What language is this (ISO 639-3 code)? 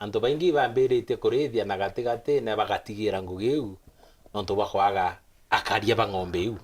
mer